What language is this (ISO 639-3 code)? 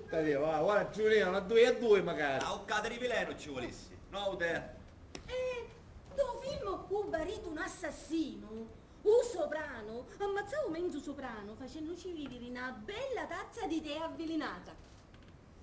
scn